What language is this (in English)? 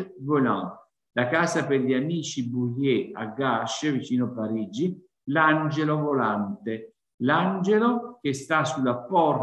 Italian